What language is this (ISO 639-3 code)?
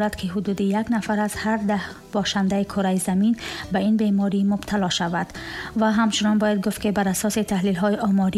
tgk